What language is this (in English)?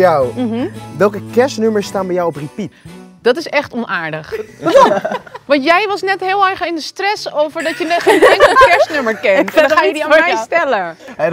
Dutch